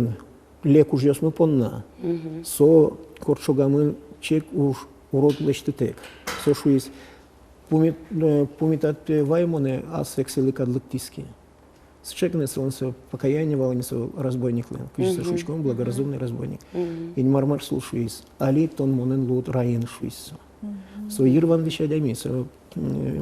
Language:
Udmurt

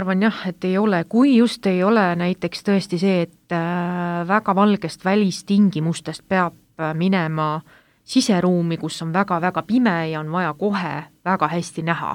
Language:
Estonian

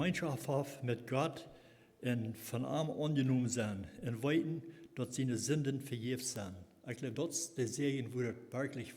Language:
Plautdietsch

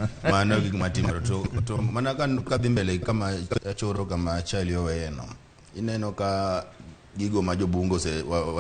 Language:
Luo (Kenya and Tanzania)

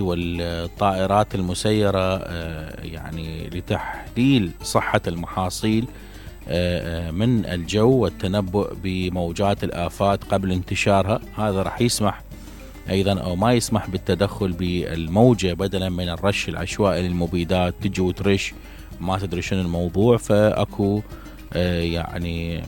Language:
Mesopotamian Arabic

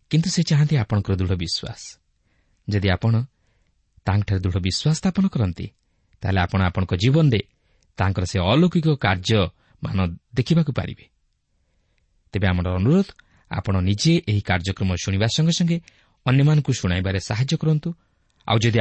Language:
Odia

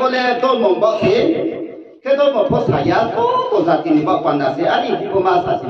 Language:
Riang (India)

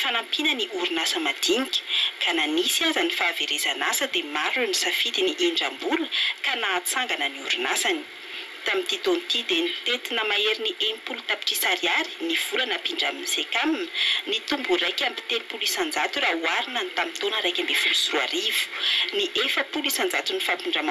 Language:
Malagasy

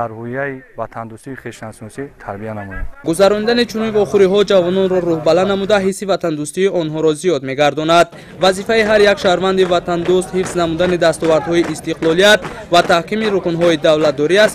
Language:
Tajik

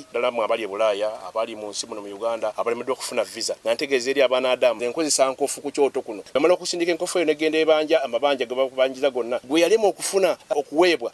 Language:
Ganda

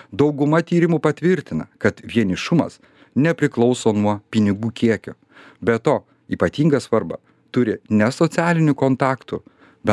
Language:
Lithuanian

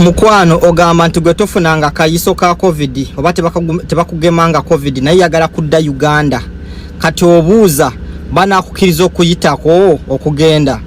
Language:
Ganda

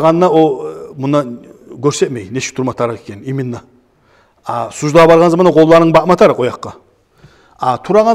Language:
Kumyk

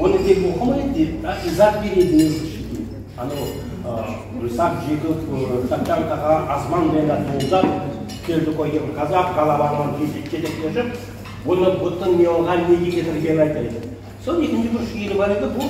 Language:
Crimean Tatar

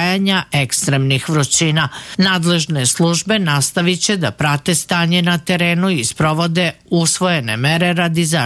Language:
Serbian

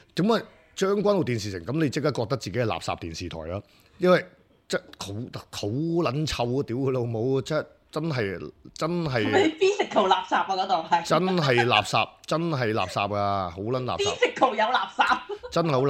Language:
Cantonese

